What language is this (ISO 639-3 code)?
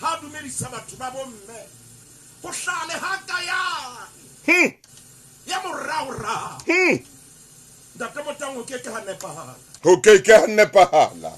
sot